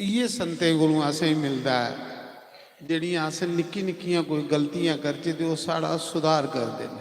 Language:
Dogri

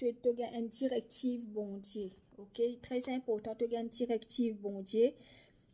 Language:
Morisyen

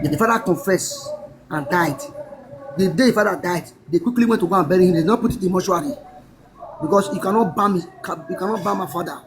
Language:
Nigerian Pidgin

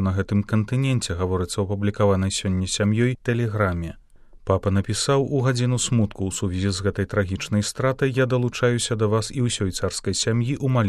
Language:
Belarusian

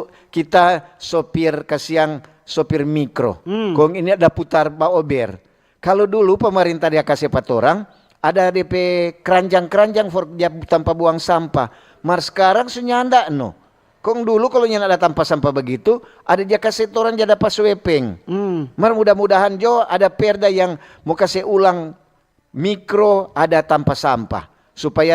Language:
Manado Malay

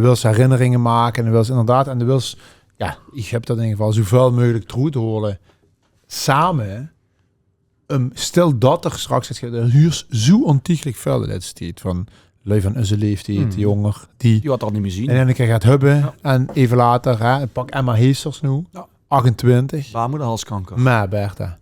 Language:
Limburgish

